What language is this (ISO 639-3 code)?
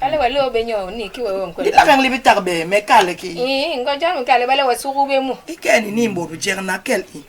bas